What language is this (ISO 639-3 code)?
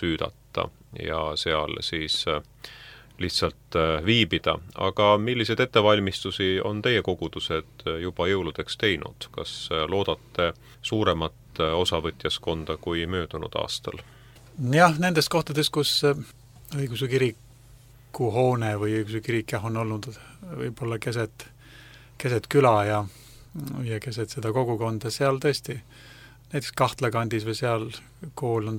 est